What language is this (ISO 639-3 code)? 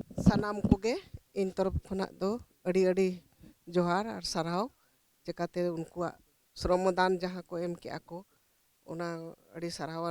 sat